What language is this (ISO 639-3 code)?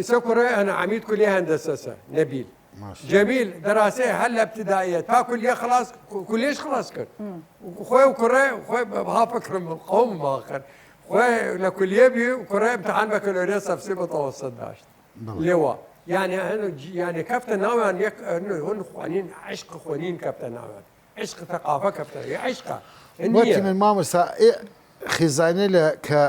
sdh